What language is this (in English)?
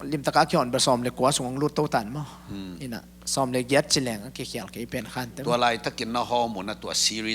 Tedim Chin